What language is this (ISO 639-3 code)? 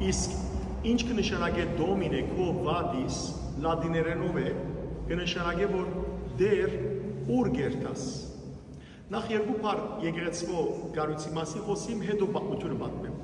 hyw